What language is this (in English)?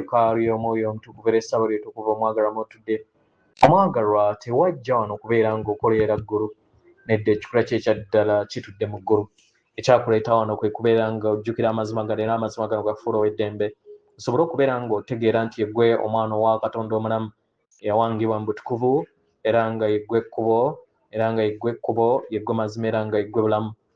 Ganda